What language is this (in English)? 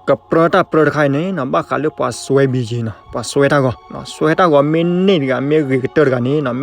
S'gaw Karen